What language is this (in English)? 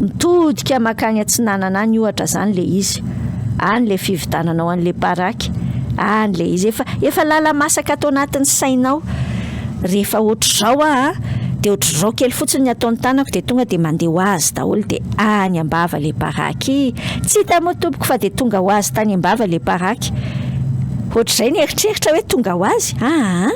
Malagasy